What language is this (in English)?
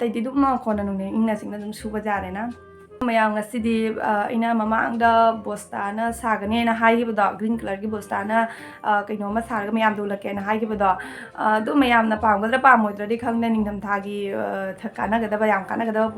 Manipuri